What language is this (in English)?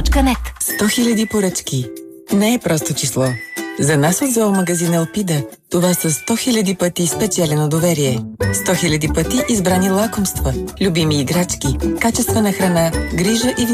Bulgarian